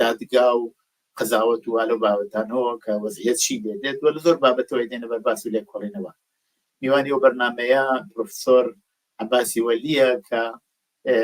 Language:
Central Kurdish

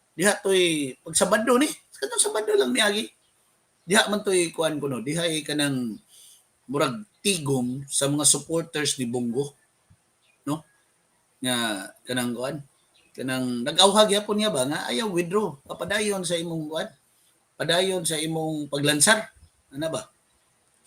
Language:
Cebuano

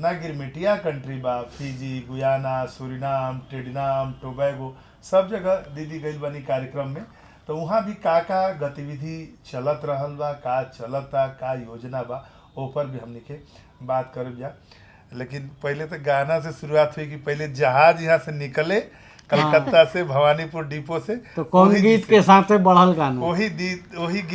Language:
Bhojpuri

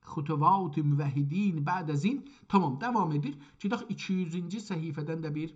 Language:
South Azerbaijani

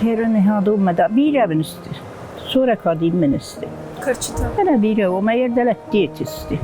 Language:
Ossetic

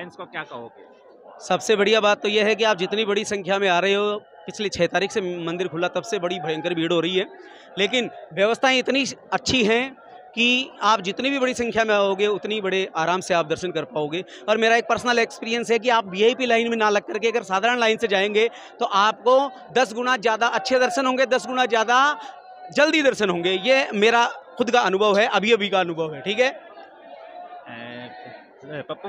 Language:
Hindi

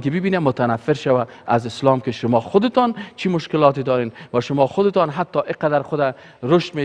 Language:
Persian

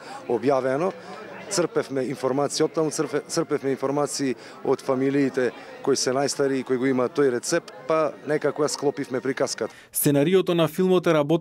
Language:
Macedonian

